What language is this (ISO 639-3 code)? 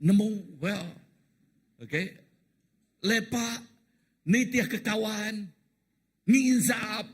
iba